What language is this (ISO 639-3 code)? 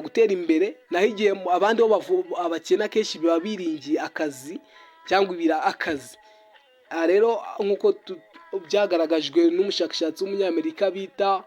kin